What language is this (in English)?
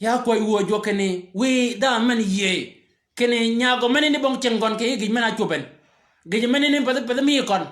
Shilluk